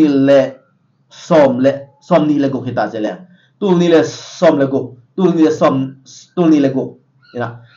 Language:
Tedim Chin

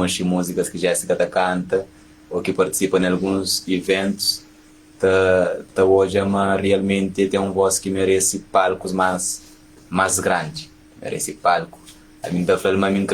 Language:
Kabuverdianu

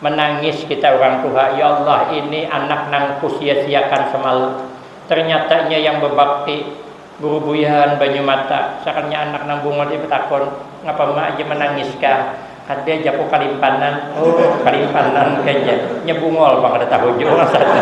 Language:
Banjar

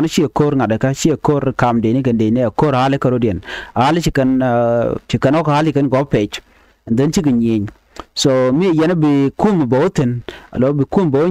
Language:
Nuer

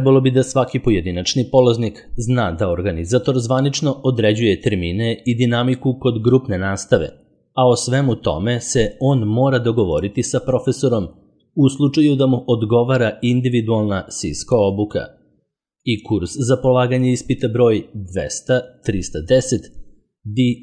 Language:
Serbian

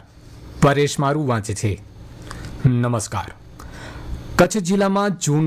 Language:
Gujarati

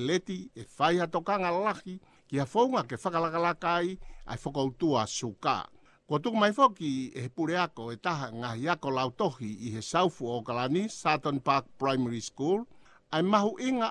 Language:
Tongan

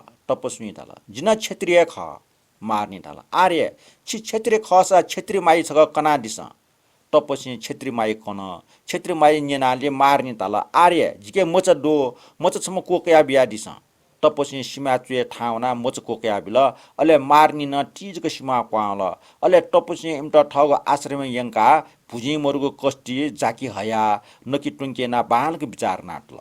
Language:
Newari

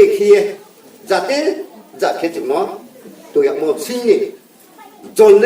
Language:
Riang (India)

